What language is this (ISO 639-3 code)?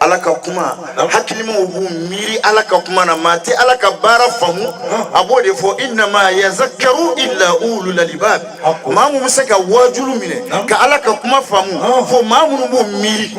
bam